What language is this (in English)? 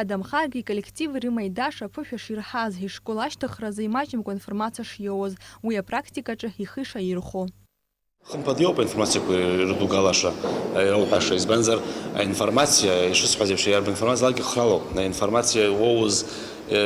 Abkhazian